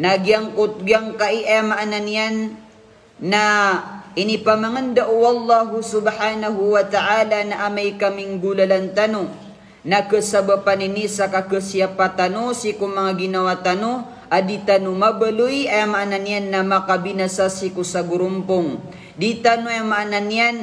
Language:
Maranao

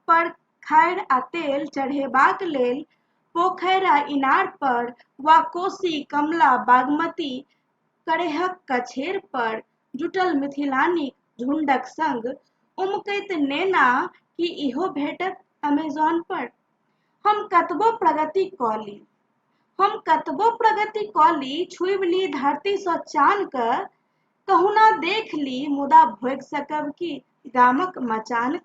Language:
Maithili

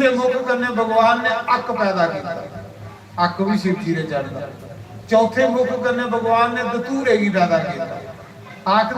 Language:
Dogri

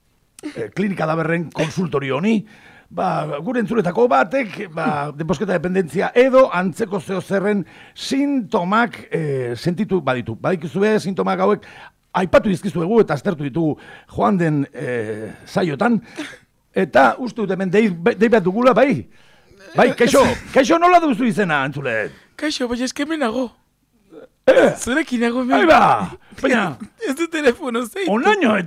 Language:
Basque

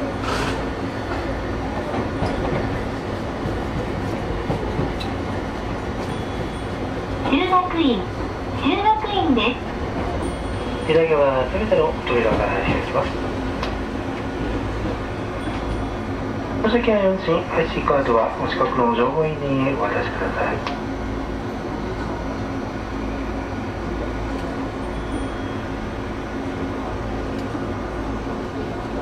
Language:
Japanese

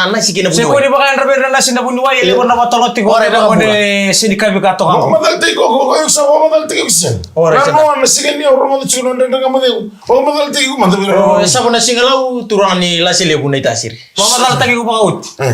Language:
Fijian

